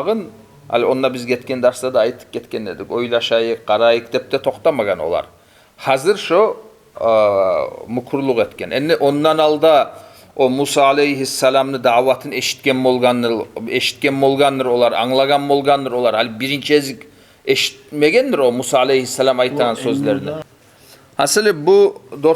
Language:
Kumyk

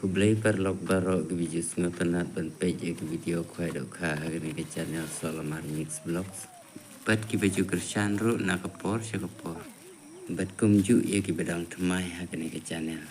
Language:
Khasi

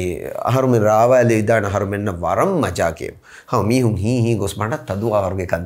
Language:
Divehi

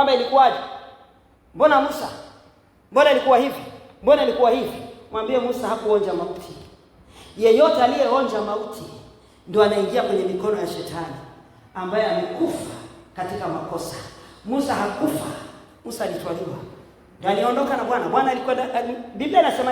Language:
Swahili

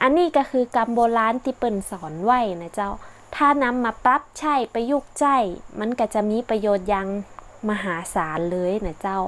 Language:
Northern Thai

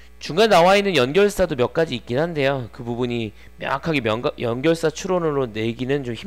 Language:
Korean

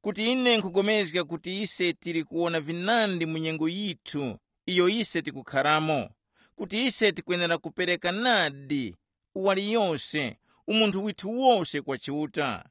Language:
Tumbuka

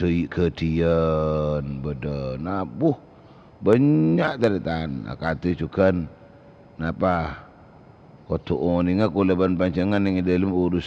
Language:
Madurese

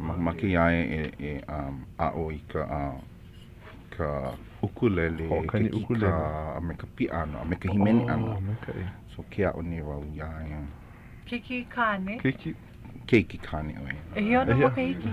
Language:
Hawaiian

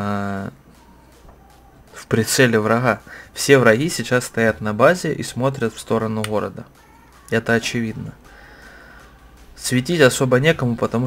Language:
Russian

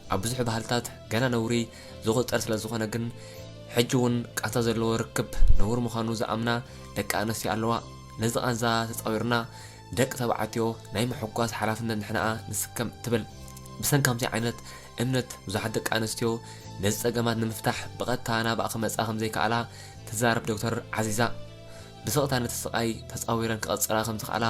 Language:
Tigrinya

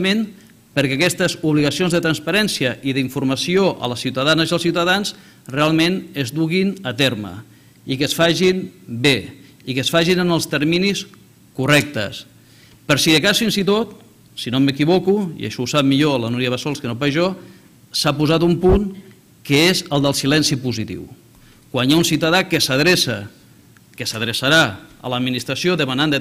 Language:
Catalan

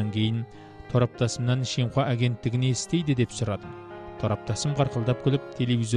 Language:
Kazakh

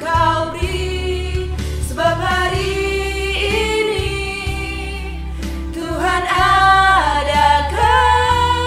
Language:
Indonesian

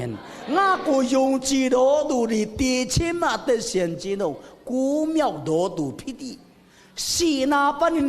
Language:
Tedim Chin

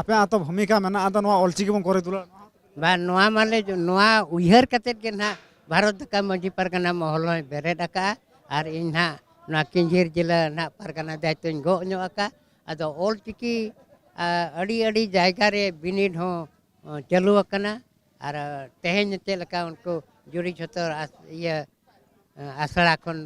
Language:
Santali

